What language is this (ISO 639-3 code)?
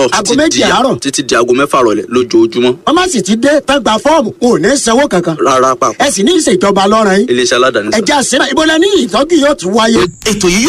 yor